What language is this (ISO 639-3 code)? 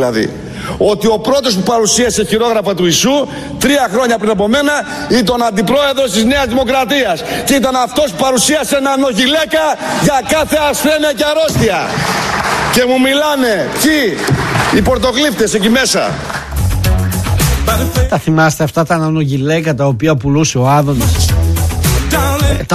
ell